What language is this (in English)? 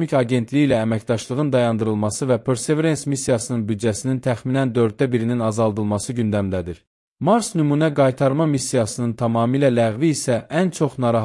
Azerbaijani